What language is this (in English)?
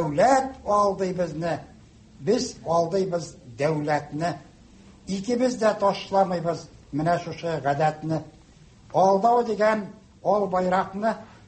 Tatar